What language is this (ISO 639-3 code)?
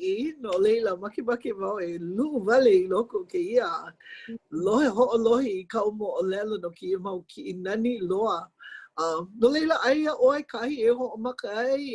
haw